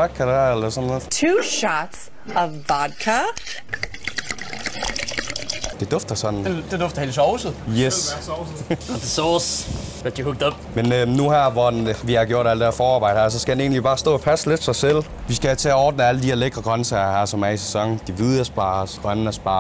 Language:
Danish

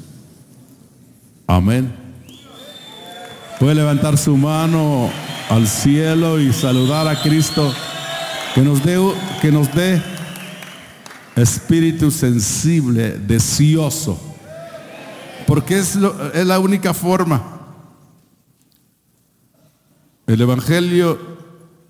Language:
Spanish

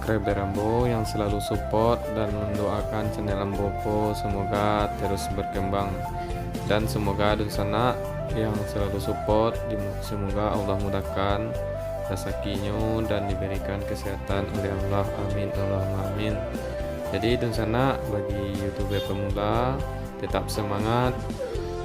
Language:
Minangkabau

